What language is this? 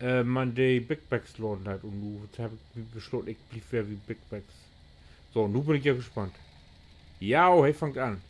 Low German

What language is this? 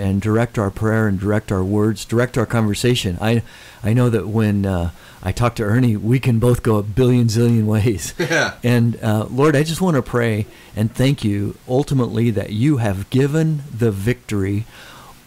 English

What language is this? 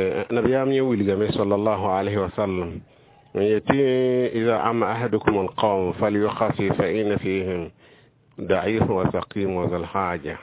Mossi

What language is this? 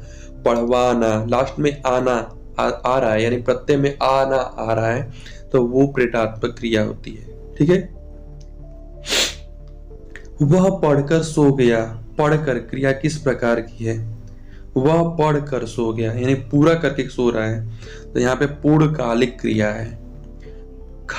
Hindi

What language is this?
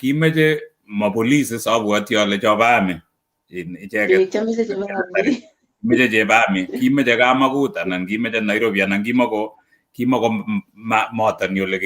Kalenjin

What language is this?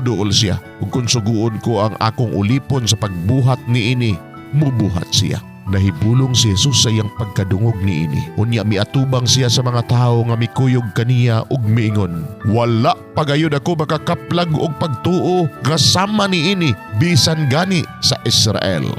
Cebuano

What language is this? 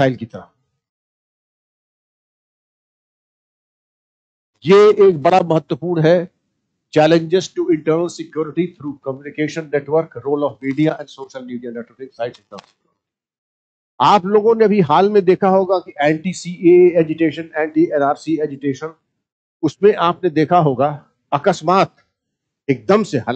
Hindi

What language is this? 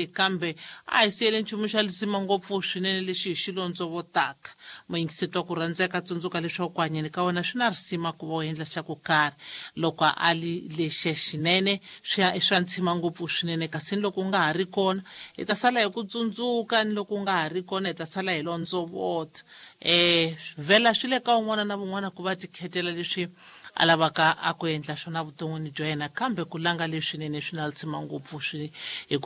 Tsonga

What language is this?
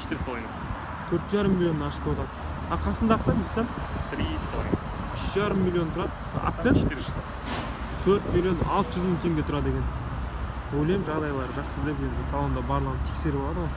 Kazakh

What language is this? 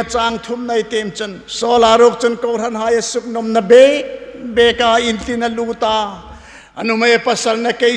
Hmar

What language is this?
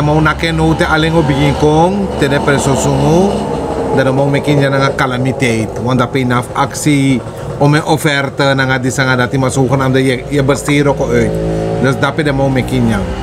Sranan Tongo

